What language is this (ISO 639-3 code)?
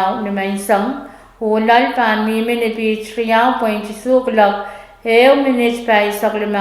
pon